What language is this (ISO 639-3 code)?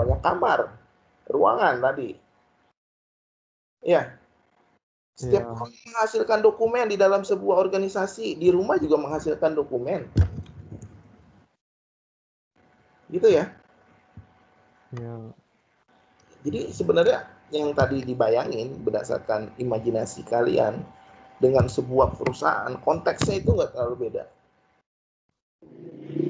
ind